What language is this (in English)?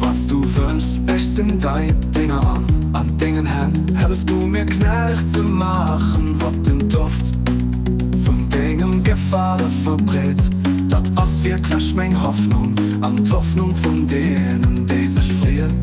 Luxembourgish